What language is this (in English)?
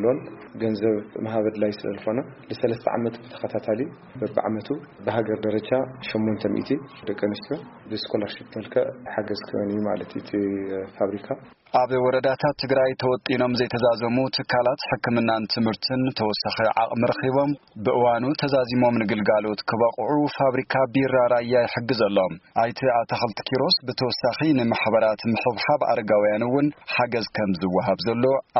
Tigrinya